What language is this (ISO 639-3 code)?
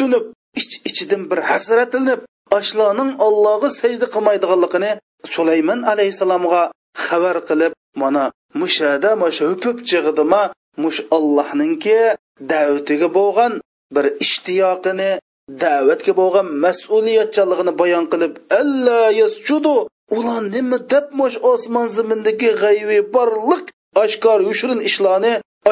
uig